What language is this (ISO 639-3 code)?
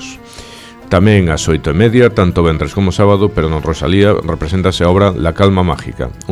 glg